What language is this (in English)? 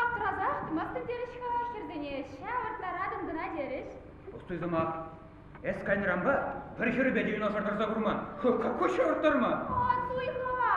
Chuvash